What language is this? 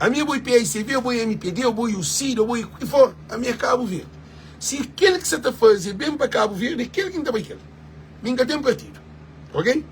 Kabuverdianu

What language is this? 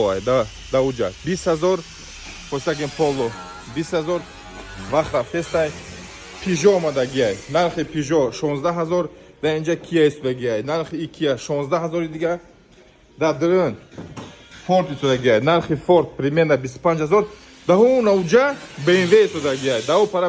Tajik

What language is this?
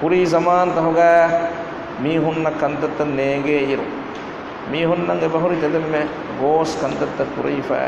Divehi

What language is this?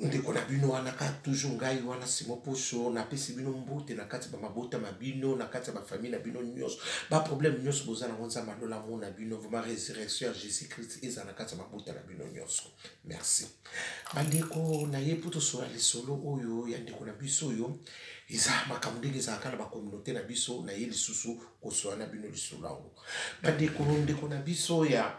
Lingala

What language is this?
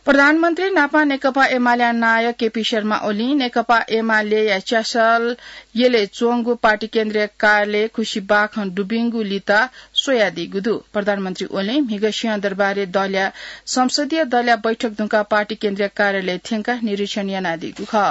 Newari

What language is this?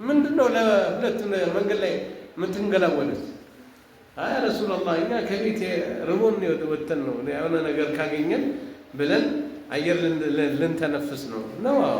Amharic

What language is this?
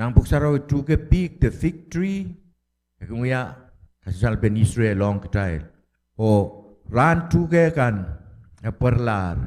Pohnpeian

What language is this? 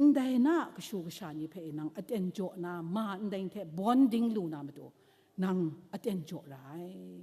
Kachin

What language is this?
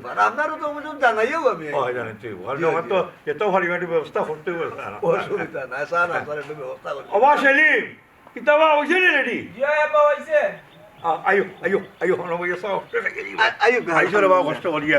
Sylheti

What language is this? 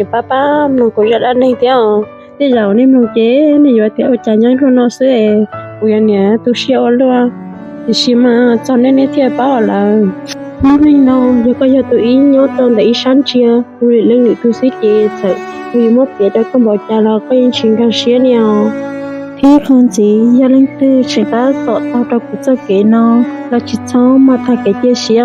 Hmong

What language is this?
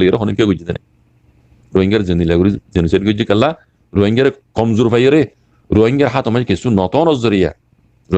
Rohingya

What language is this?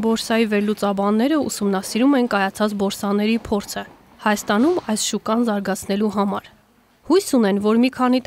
Armenian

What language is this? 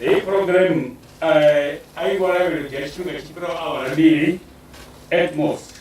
Venda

